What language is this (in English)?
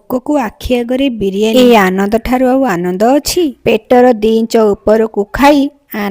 Odia